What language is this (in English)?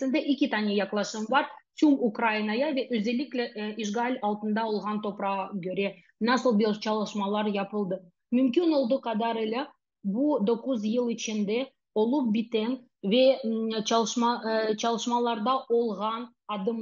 Crimean Tatar